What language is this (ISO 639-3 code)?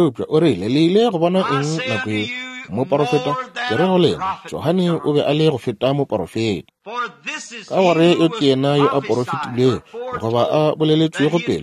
nso